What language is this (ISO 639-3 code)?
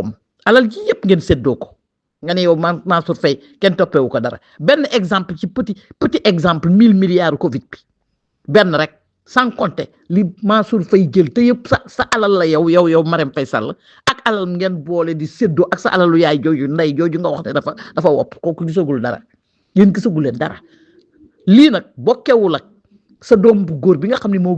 wol